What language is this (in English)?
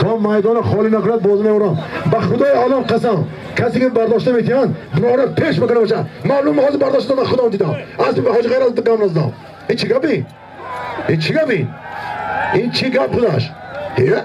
Tajik